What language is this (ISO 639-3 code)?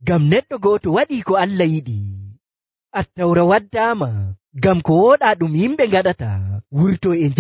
fuv